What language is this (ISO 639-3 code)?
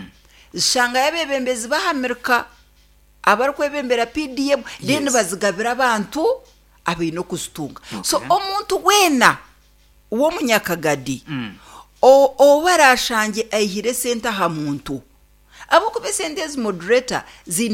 nyn